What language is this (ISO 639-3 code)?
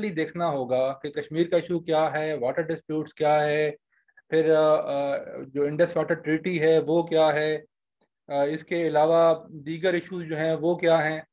urd